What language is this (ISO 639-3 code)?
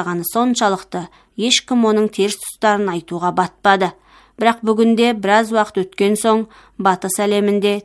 kaz